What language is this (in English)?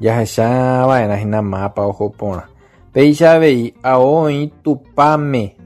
Guarani